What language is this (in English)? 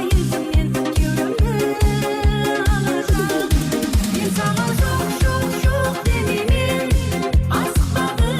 Kara-Kalpak